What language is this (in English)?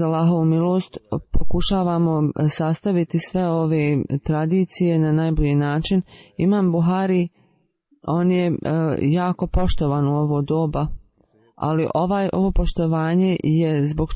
Bosnian